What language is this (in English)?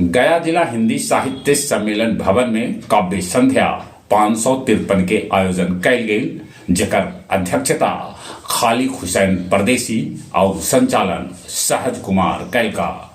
Magahi